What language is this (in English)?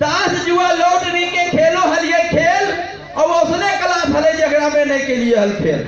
Magahi